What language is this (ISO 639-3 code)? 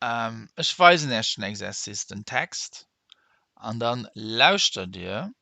ltz